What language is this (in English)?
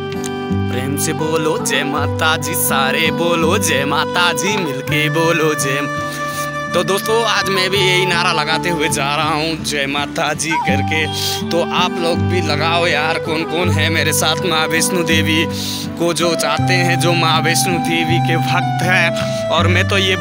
Hindi